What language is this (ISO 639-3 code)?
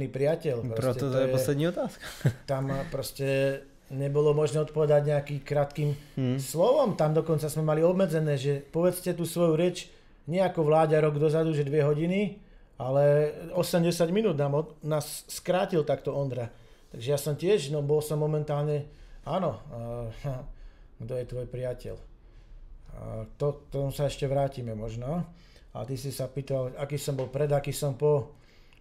slk